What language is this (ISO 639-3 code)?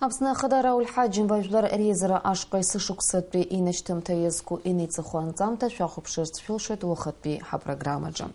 abk